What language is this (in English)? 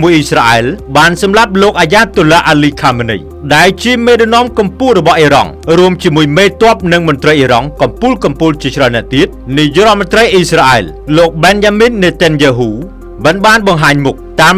Khmer